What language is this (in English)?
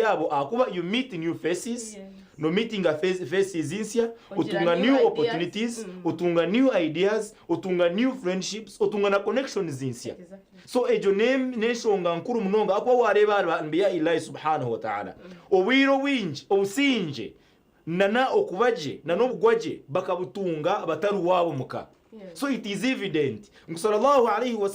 Nyankole